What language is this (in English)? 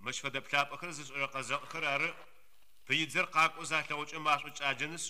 Adyghe